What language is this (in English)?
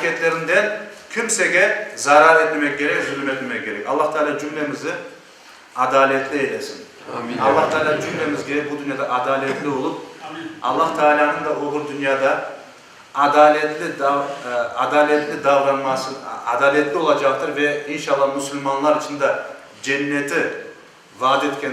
Crimean Tatar